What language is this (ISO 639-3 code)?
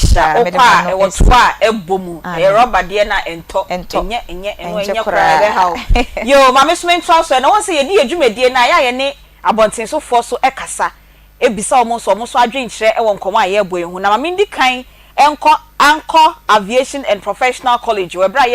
aka